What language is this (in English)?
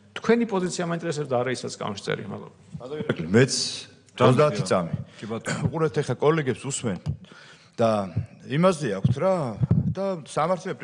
Georgian